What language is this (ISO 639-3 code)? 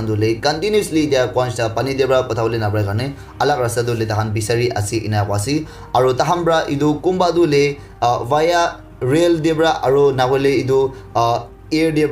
nag